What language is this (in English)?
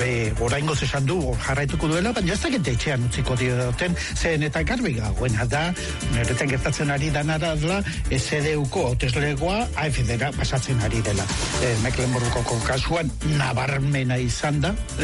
Basque